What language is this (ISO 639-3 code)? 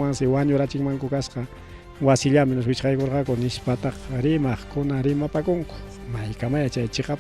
quy